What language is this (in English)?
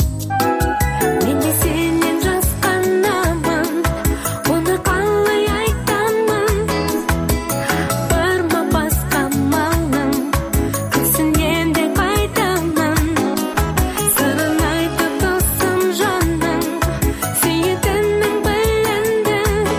Kazakh